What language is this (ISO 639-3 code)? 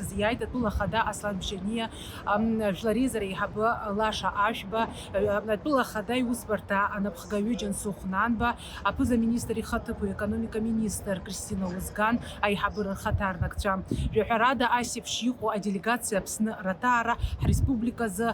abk